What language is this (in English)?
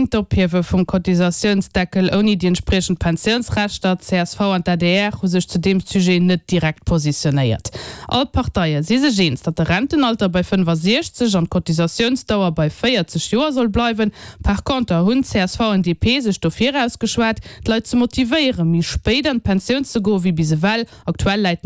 Luxembourgish